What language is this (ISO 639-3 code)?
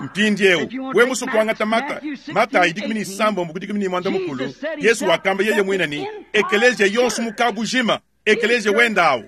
lua